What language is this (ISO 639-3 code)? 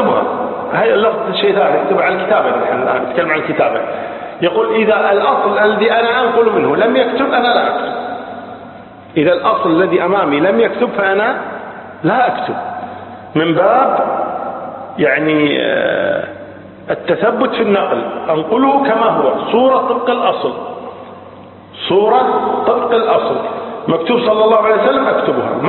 ara